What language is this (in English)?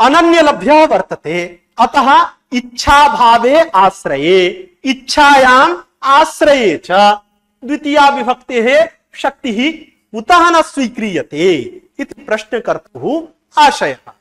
Sanskrit